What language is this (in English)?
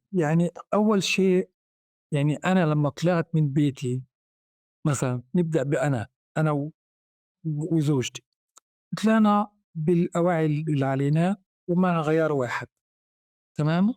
North Levantine Arabic